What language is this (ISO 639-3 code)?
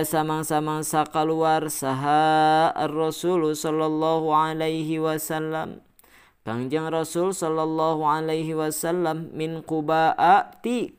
sun